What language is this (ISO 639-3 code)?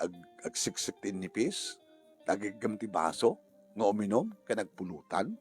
ilo